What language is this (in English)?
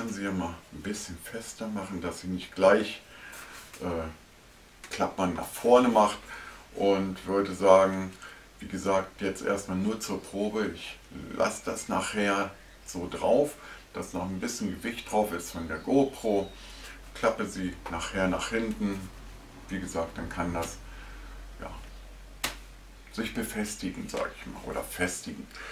German